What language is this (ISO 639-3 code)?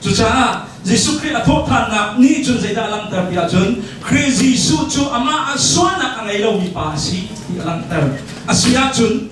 cnh